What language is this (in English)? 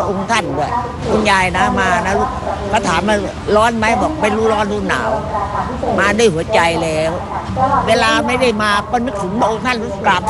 Thai